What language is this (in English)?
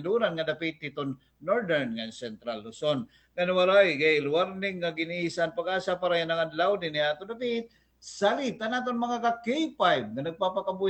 Waray